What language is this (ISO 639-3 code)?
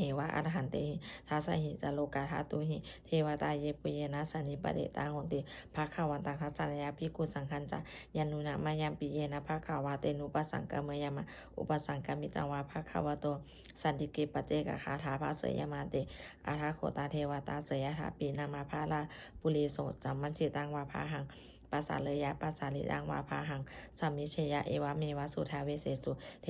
pli